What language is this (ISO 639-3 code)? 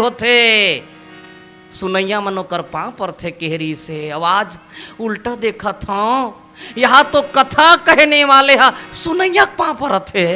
hne